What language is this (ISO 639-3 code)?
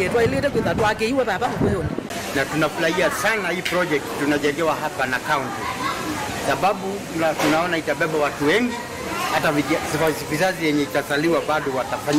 kam